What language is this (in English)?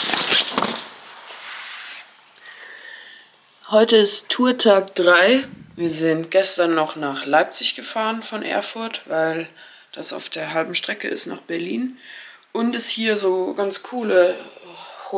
German